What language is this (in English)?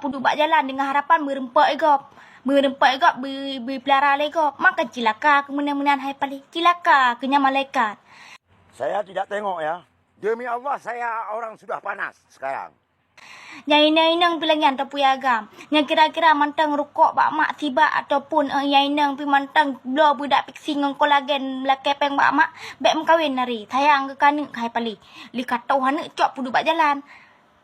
Achinese